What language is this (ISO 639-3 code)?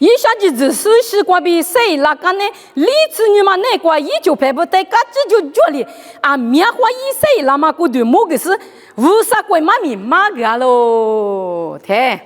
lis